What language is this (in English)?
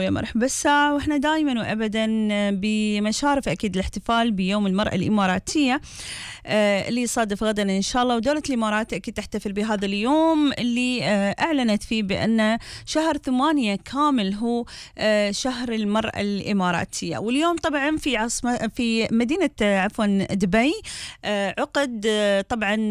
Gulf Arabic